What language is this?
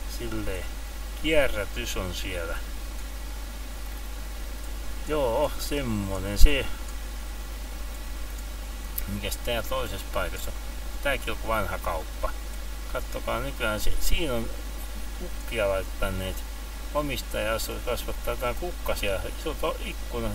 Finnish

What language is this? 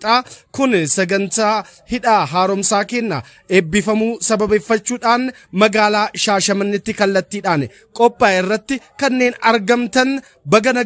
Oromo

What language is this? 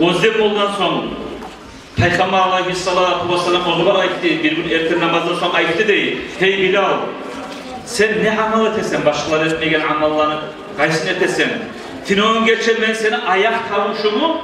Kumyk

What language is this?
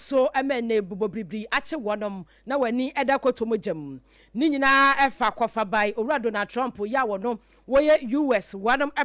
Akan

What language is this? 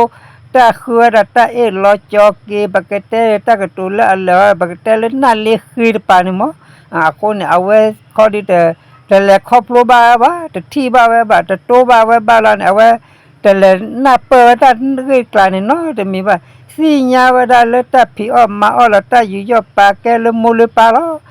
S'gaw Karen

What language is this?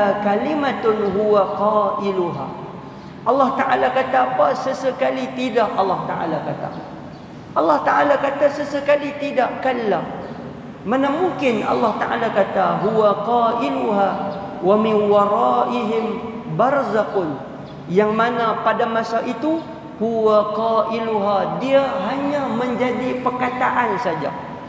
Malay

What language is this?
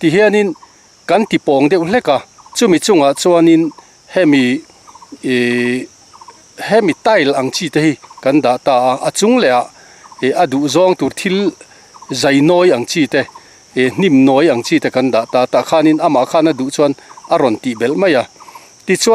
Mizo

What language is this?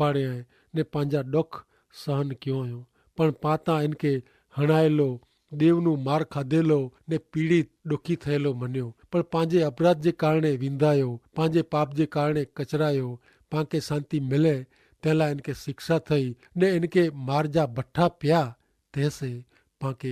Kachhi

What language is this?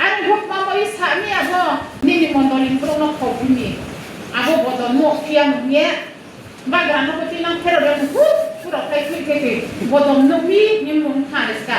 Riang (India)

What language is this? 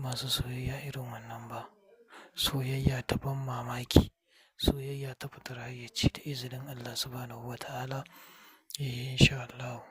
Hausa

